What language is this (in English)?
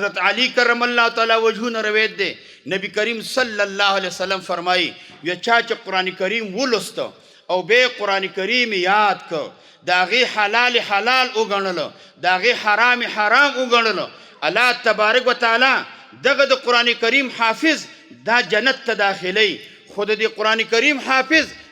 Pashto